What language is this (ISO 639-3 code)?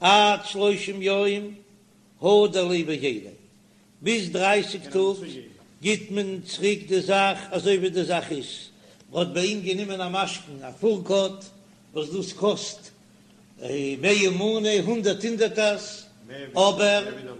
yid